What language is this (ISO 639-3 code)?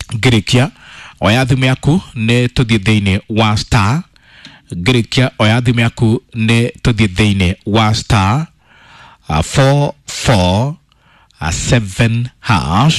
kik